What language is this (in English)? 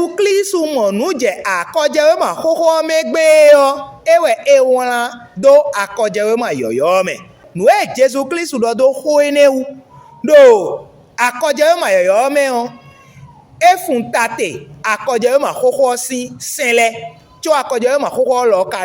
Fon